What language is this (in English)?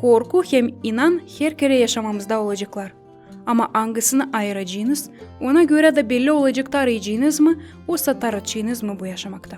Gagauz